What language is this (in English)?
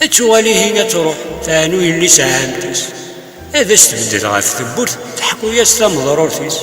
Kabyle